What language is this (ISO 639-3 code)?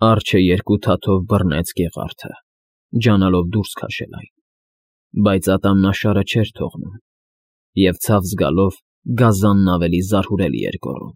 hye